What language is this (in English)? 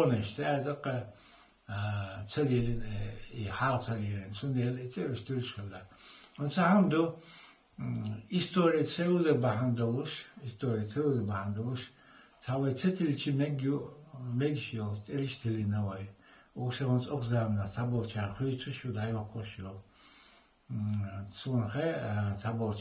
Chechen